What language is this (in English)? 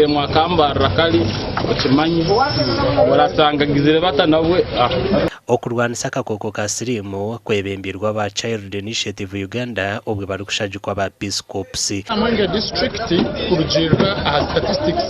Nyankole